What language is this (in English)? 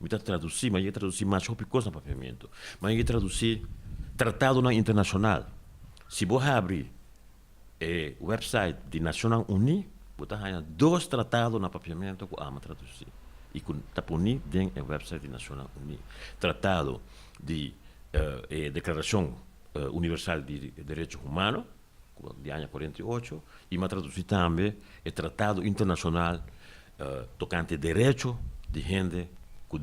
Papiamento